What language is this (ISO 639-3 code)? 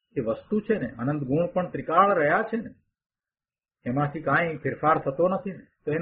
guj